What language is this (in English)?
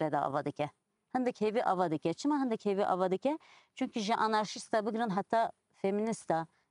Kurdish